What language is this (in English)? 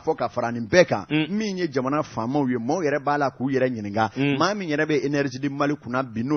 Bambara